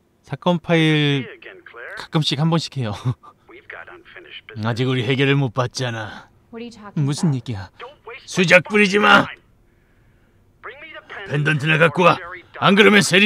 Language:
Korean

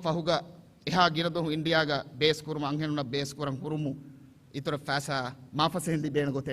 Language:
Divehi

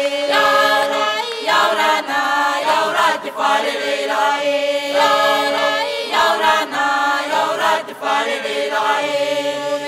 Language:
Tahitian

